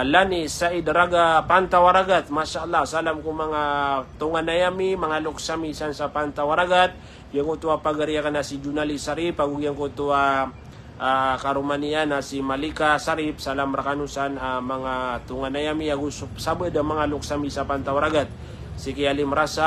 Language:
Maranao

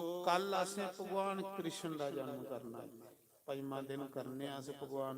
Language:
Dogri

